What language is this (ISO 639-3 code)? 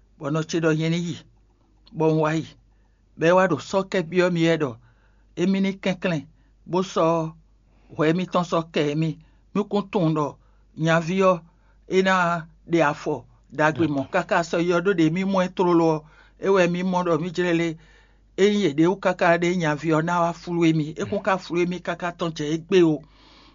fon